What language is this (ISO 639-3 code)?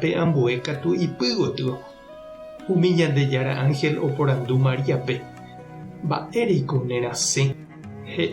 grn